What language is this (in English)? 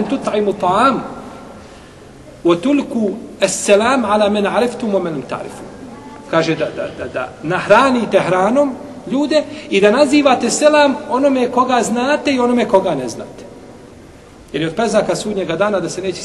Bosnian